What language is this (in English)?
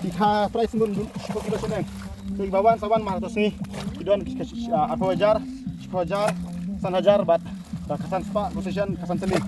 Khasi